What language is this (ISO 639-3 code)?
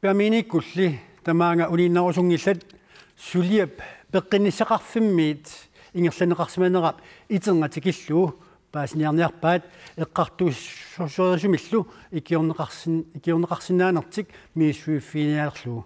kal